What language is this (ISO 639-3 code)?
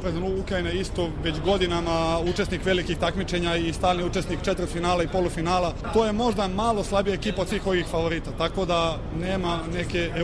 srp